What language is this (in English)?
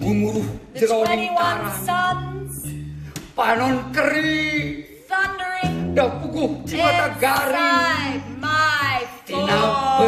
Sundanese